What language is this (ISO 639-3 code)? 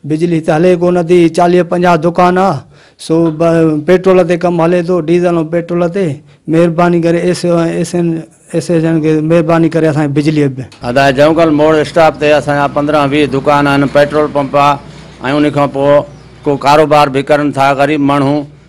snd